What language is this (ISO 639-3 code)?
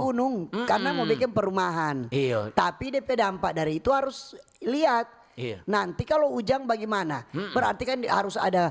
xmm